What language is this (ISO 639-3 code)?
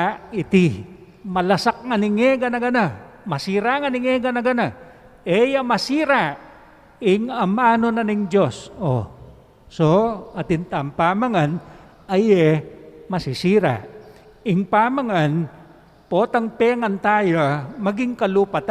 pam